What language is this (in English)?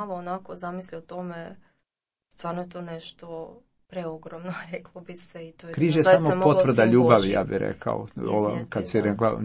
Croatian